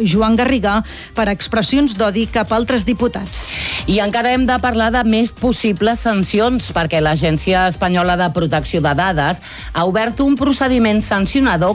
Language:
Catalan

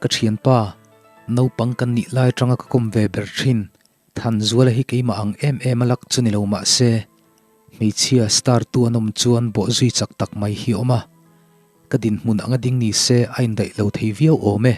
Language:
Mizo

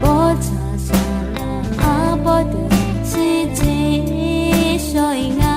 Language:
Akha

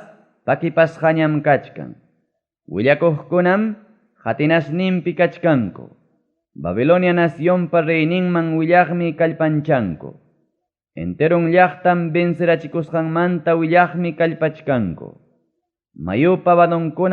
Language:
Ayacucho Quechua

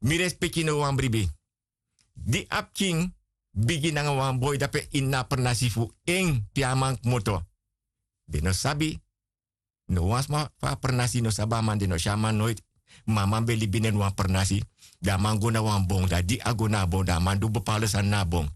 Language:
Sranan Tongo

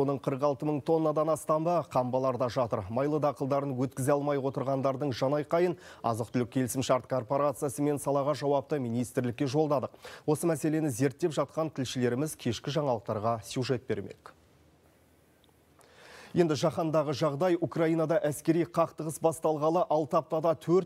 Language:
Kazakh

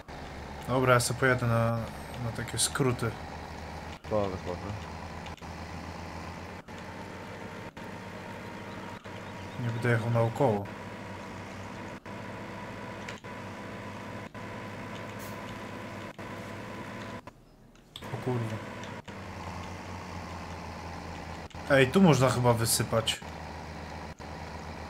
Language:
Polish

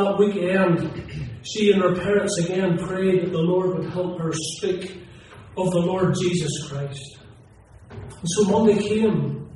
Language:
English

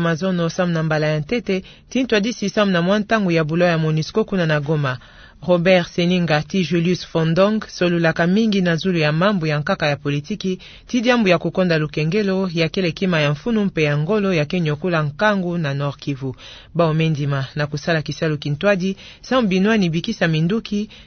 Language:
Kituba (Democratic Republic of Congo)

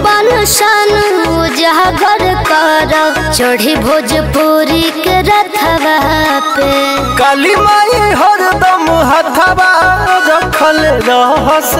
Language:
Bhojpuri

